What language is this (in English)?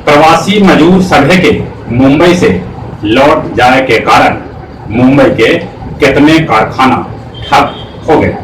Magahi